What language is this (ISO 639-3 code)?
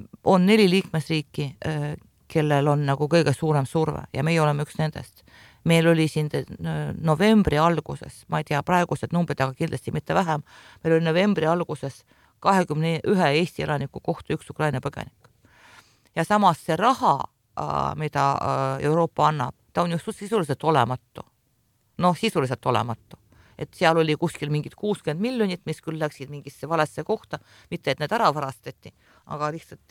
est